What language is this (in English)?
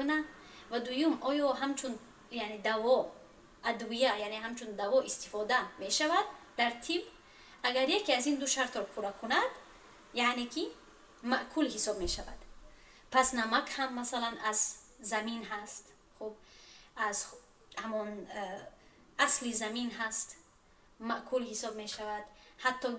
Tajik